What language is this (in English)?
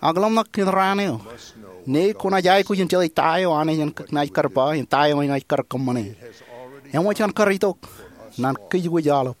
Marshallese